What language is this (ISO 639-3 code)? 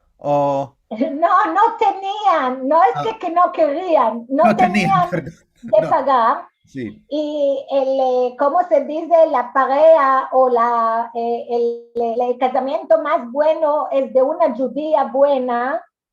lad